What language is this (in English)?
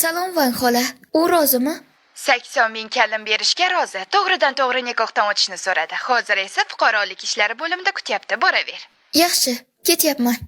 Uzbek